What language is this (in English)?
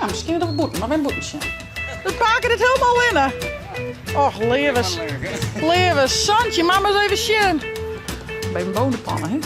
Western Frisian